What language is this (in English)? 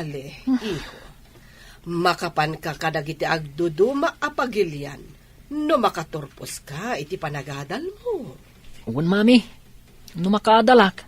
Iloko